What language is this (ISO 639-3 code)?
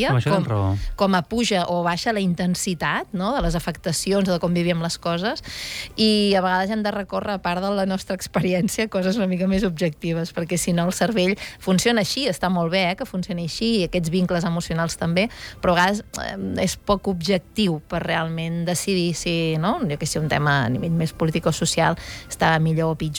cat